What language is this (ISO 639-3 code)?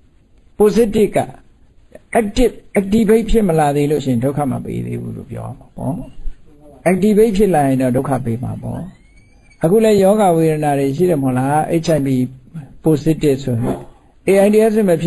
mya